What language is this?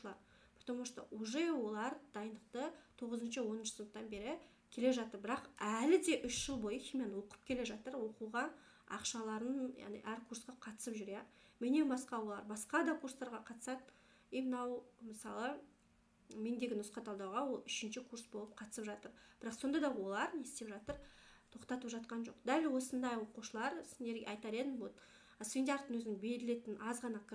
Kazakh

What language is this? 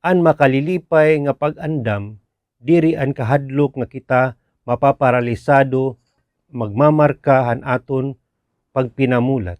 Waray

